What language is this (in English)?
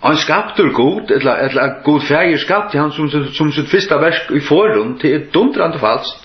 Faroese